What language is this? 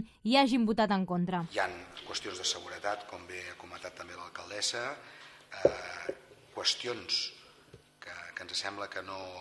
Catalan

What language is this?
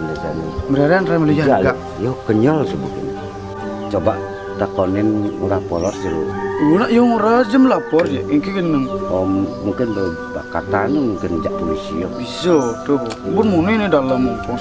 Balinese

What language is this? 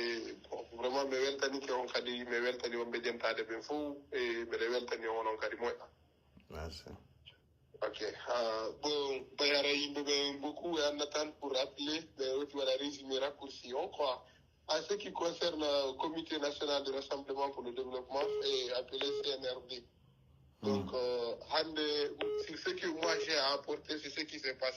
Pular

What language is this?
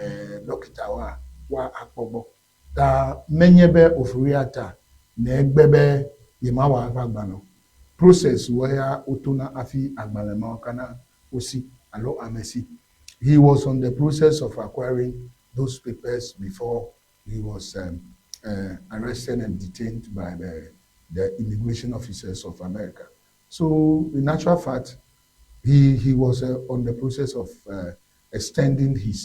Ewe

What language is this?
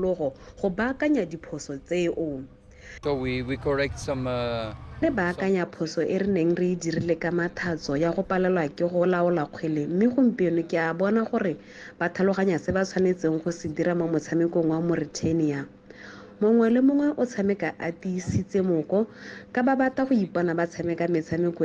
Tswana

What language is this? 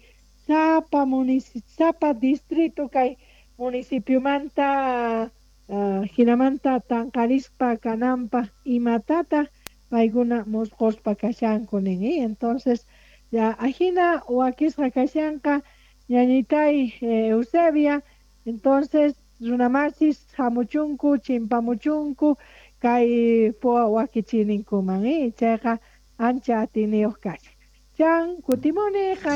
South Bolivian Quechua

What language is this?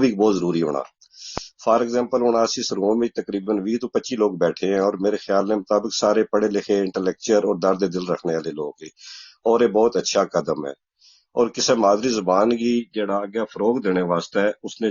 Gujari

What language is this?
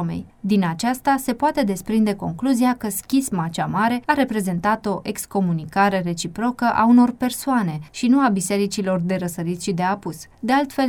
Romanian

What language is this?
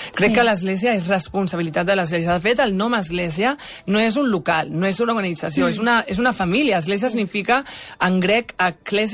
Catalan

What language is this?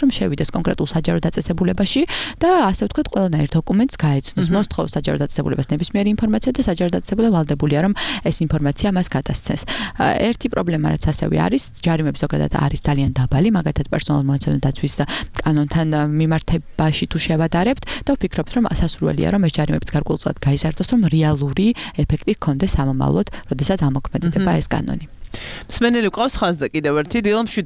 Georgian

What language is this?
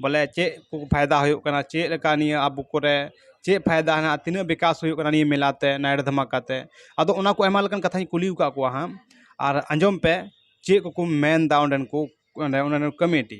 Santali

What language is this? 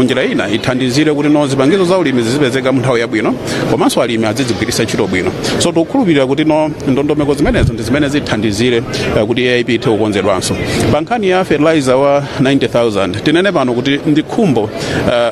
Nyanja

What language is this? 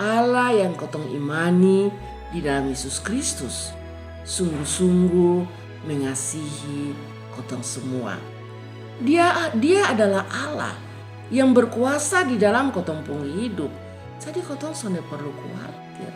Kupang Malay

